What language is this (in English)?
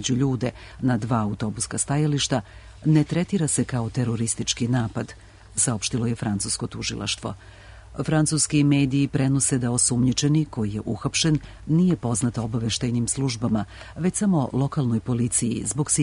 Serbian